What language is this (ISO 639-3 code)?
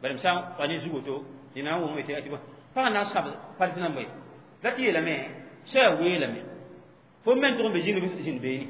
mos